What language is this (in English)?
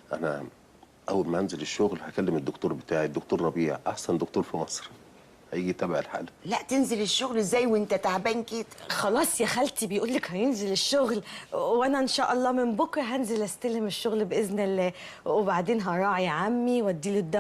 Egyptian Arabic